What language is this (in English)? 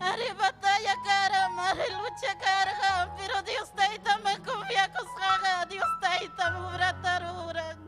Ayacucho Quechua